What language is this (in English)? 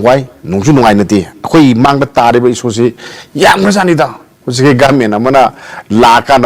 Manipuri